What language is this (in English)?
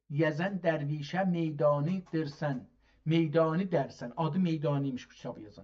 South Azerbaijani